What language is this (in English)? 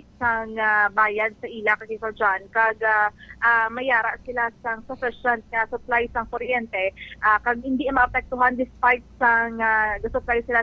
Hiligaynon